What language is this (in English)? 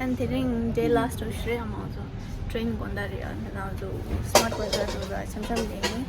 Tibetan